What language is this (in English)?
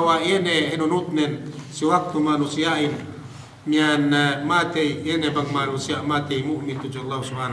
Yakan